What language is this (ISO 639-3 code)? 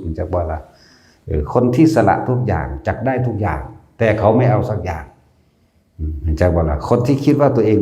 tts